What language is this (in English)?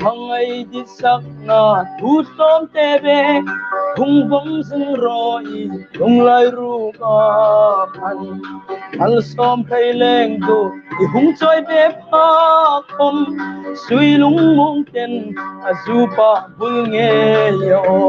Hmar